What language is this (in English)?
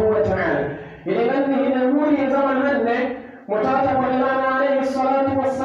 Pular